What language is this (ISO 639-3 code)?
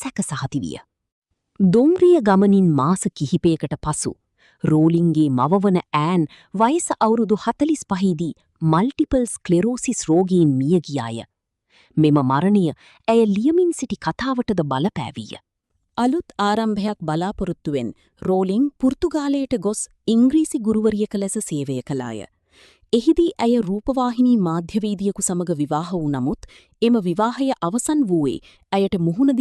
sin